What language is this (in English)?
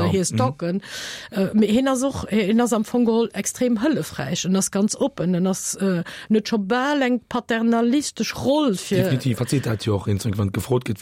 Luxembourgish